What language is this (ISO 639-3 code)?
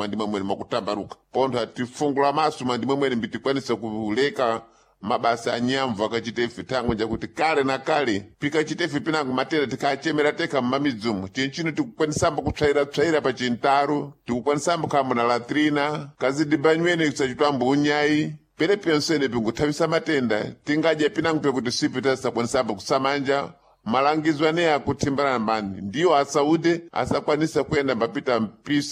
seh